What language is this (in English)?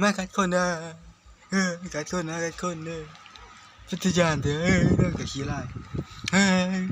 Northeastern Thai